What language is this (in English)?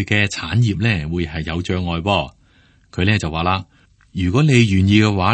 Cantonese